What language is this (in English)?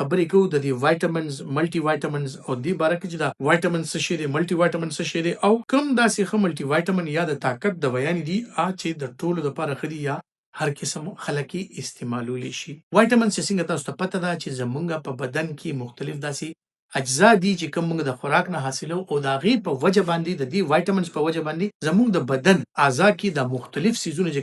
Pashto